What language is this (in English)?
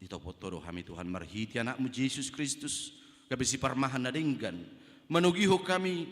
Batak Toba